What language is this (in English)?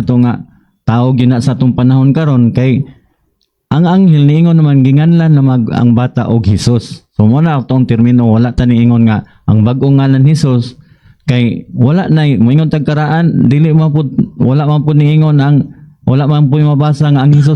Cebuano